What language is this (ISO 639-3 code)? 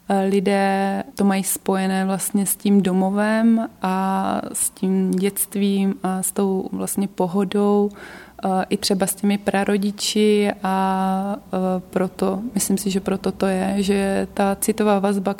ces